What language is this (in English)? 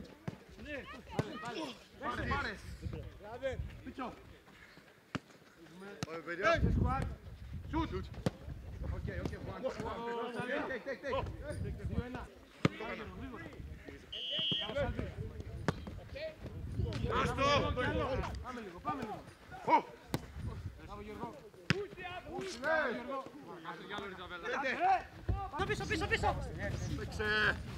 Greek